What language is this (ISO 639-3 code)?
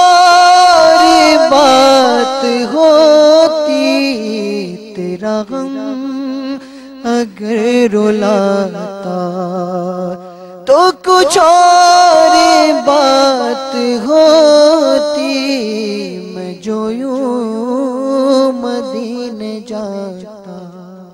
urd